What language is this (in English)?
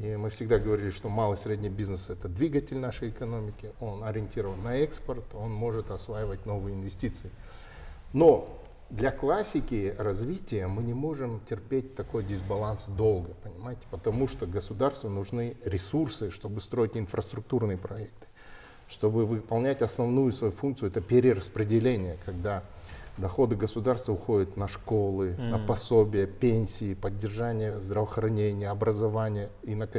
Russian